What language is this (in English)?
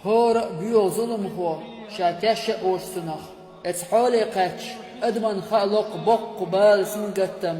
Chechen